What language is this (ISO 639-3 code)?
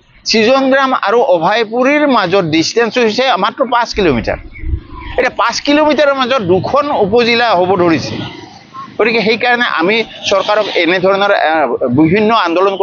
asm